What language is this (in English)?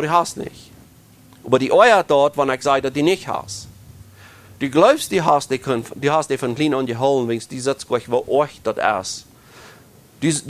Plautdietsch